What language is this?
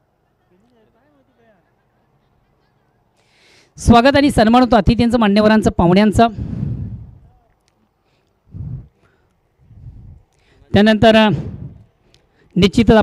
Marathi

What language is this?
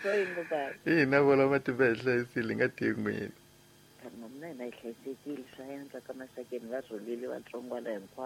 Tsonga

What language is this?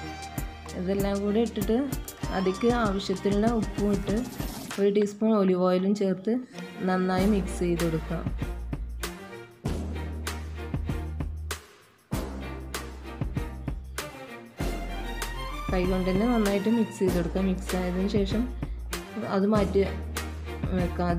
Malayalam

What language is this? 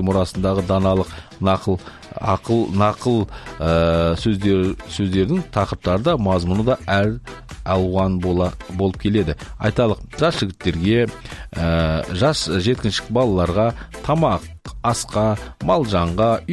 Kazakh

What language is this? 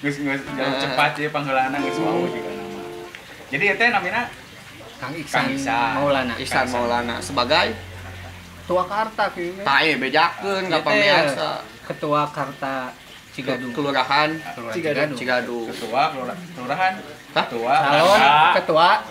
Sundanese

